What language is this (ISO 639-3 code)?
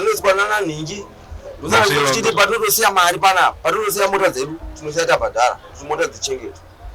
sna